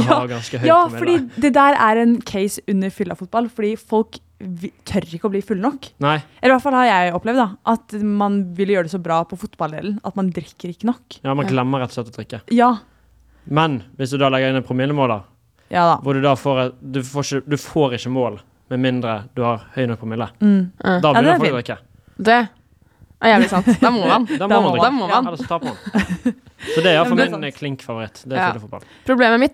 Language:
Norwegian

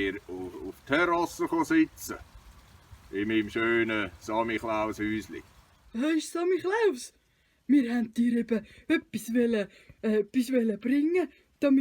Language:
Swiss German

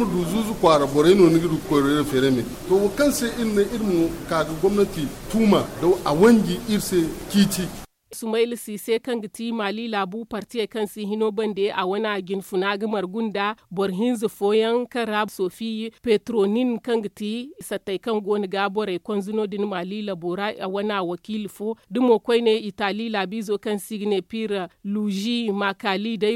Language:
Zarma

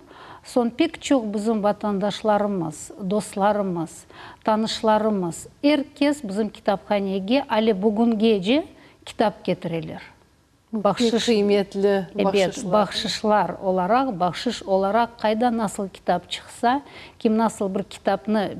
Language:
Crimean Tatar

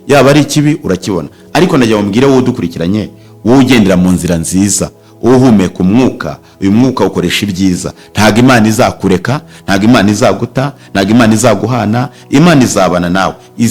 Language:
Kinyarwanda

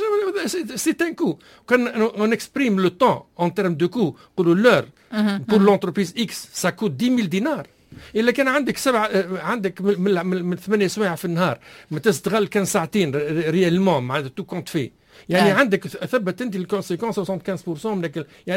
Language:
Tunisian Arabic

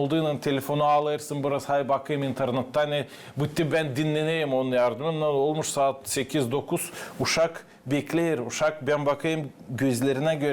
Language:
Gagauz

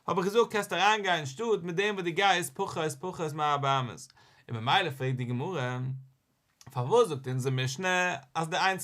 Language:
Yiddish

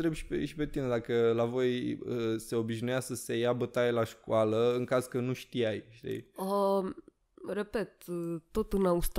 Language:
Romanian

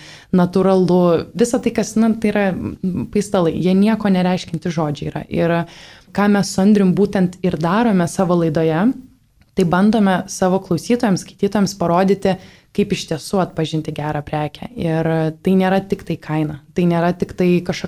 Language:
Lithuanian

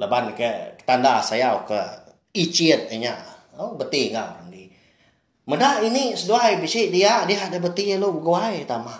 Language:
Iban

